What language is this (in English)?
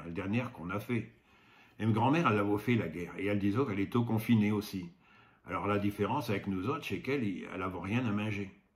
Picard